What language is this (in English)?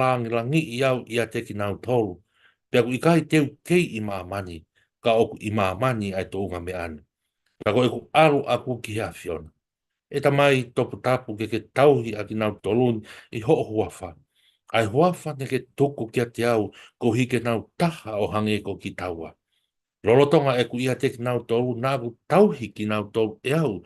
Tongan